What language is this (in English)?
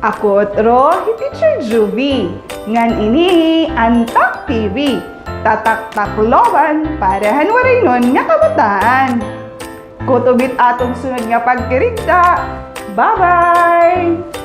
Waray